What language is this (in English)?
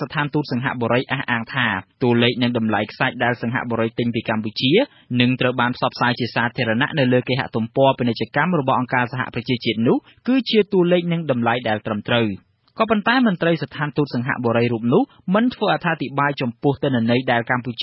Khmer